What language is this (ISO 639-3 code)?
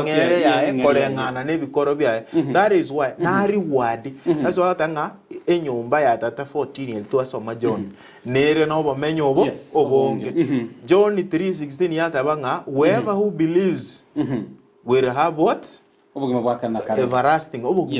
guz